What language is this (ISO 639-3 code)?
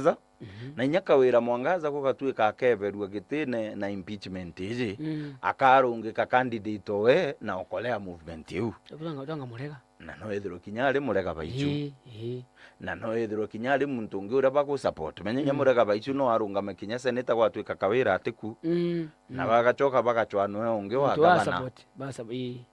mer